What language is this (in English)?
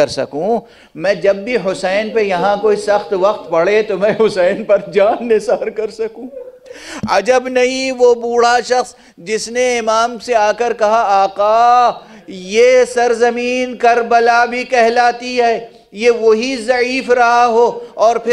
Urdu